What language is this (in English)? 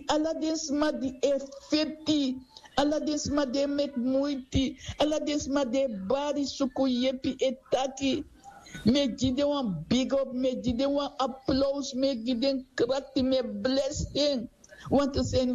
Sranan Tongo